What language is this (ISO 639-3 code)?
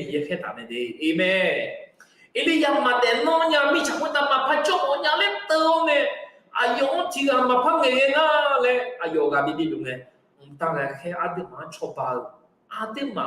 ahk